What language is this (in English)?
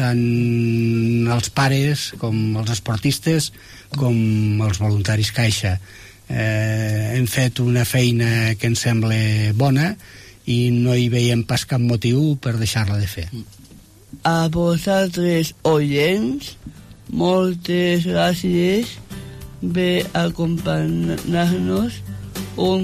Catalan